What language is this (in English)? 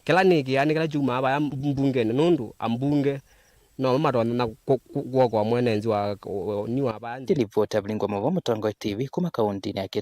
Kamba